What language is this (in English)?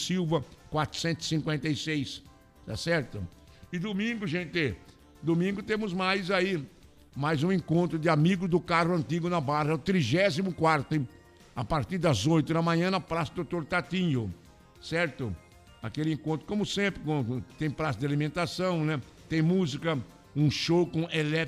Portuguese